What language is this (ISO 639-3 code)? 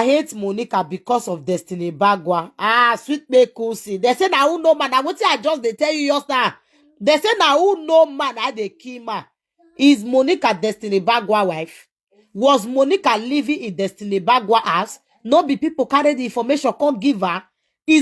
pcm